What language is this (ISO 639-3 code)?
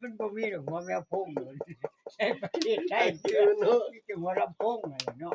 tts